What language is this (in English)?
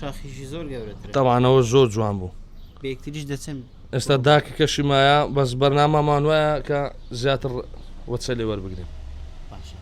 Central Kurdish